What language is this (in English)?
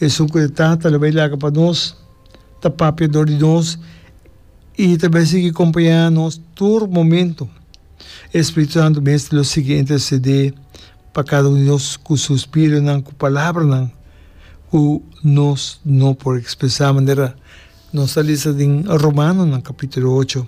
Papiamento